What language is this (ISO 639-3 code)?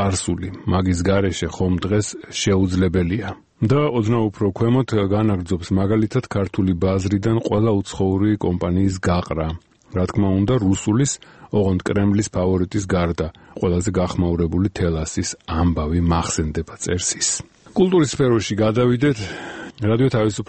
kat